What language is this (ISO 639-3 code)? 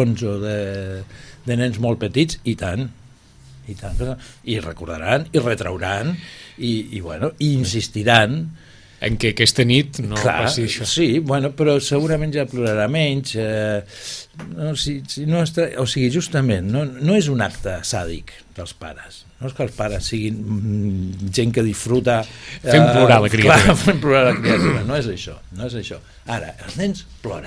cat